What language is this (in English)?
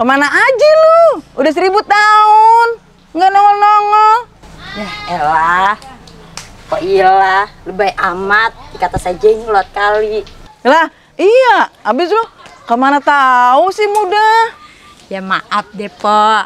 Betawi